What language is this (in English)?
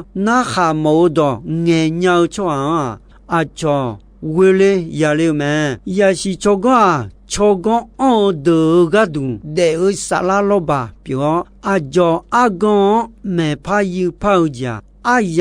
Akha